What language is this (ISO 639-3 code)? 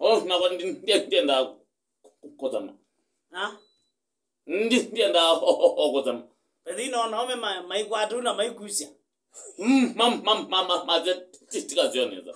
kam